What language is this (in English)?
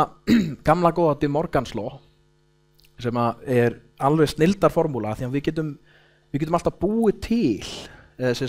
Icelandic